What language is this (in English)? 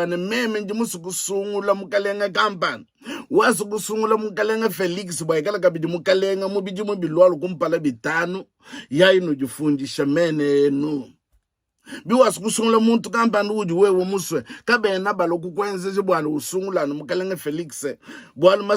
Luba-Lulua